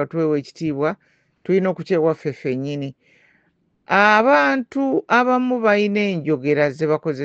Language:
Ganda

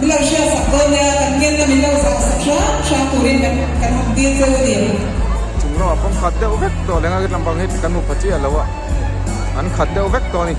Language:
Mizo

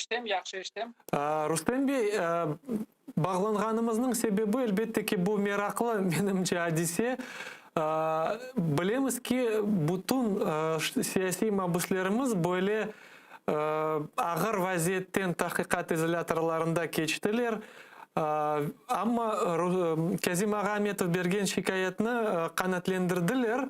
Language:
Crimean Tatar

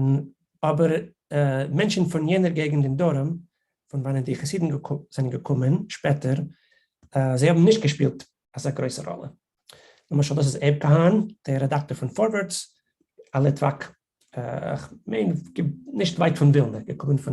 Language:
Yiddish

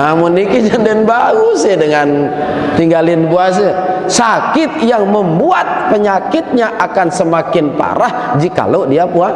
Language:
Sasak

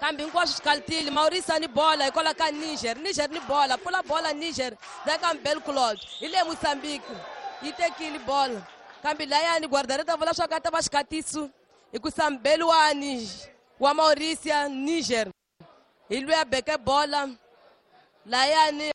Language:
Tsonga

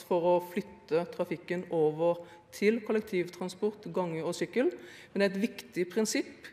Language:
Norwegian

